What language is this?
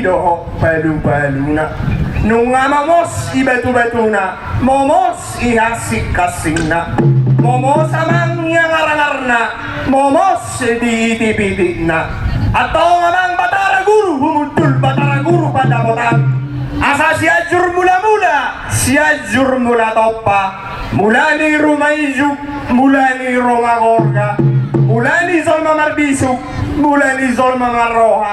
Batak Toba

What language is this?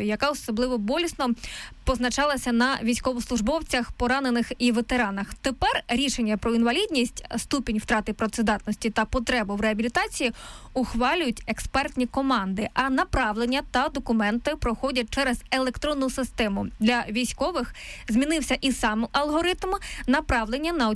Ukrainian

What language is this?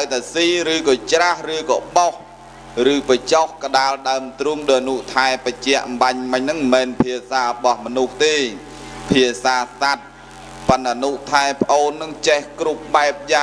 Khmer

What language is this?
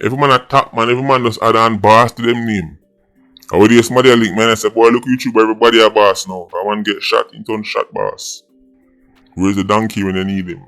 Jamaican Creole English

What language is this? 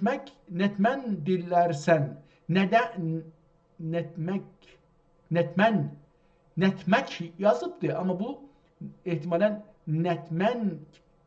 South Azerbaijani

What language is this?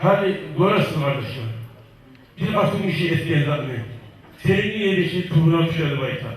Kumyk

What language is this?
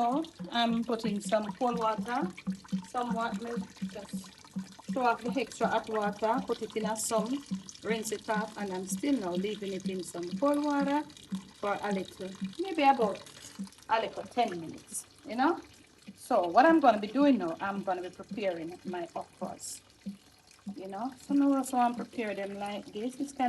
Jamaican Creole English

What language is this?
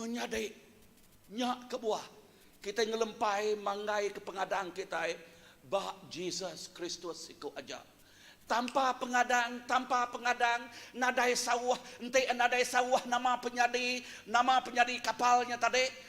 Iban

